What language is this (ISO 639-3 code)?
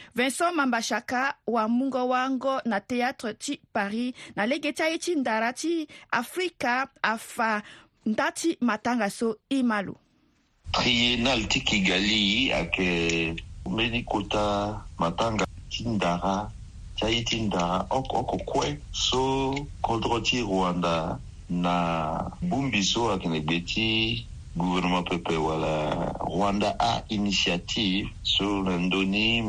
sag